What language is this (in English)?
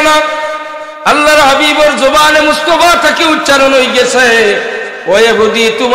Sylheti